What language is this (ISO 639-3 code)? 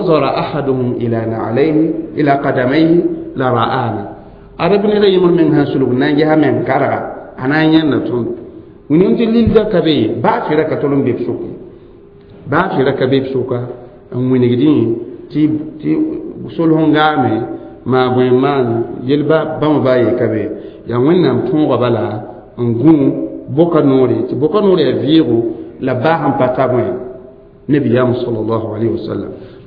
mos